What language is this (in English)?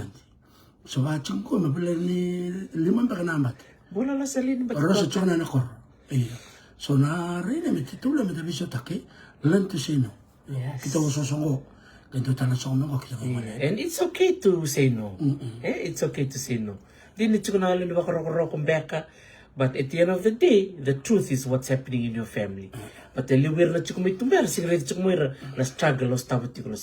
Fijian